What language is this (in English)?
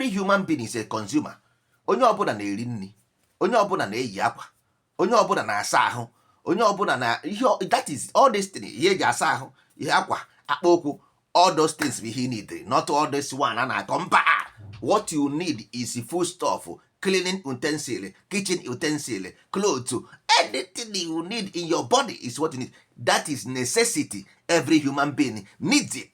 Igbo